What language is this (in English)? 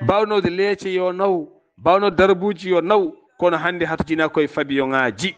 Fula